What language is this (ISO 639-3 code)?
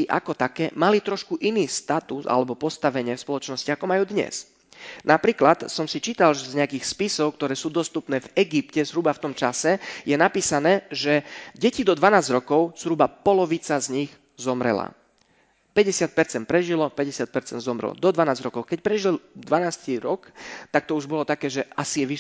slk